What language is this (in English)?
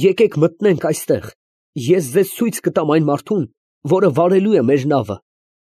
Armenian